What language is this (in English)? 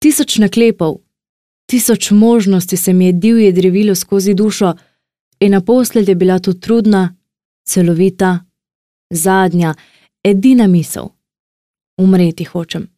Slovenian